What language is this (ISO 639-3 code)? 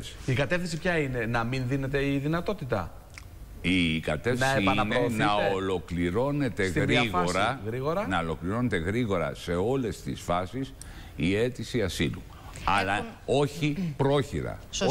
ell